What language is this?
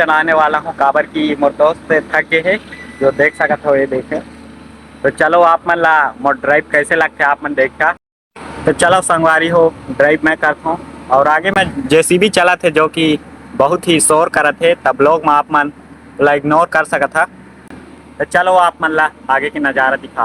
Chhattisgarhi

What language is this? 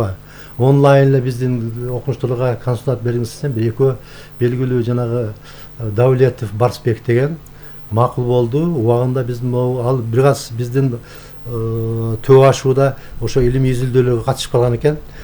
Kyrgyz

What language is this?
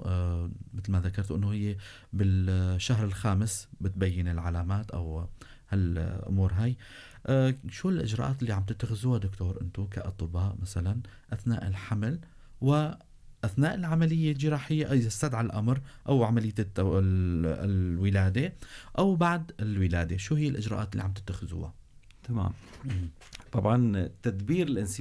North Levantine Arabic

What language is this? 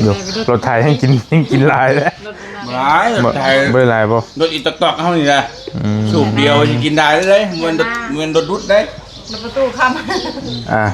Northeastern Thai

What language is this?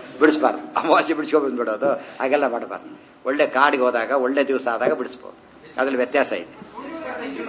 Kannada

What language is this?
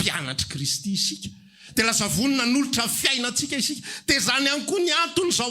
Malagasy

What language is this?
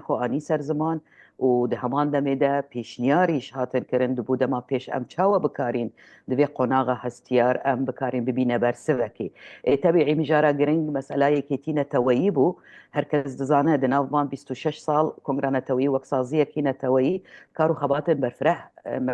Kurdish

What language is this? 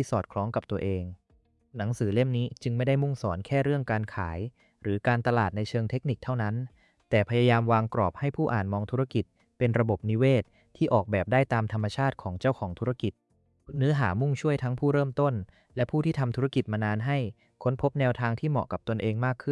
Thai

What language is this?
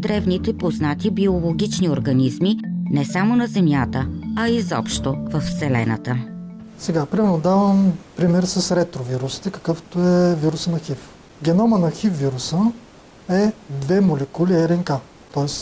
Bulgarian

